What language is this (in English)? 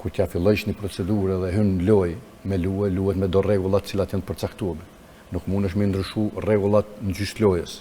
Albanian